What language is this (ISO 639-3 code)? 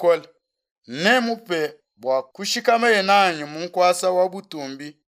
lua